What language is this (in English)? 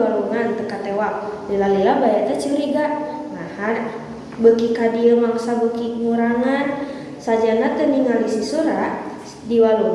Sundanese